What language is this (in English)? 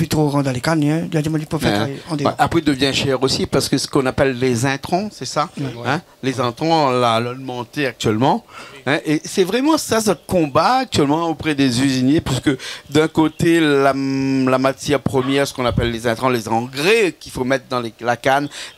Réunion Creole French